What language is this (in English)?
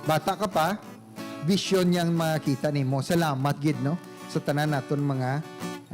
Hiligaynon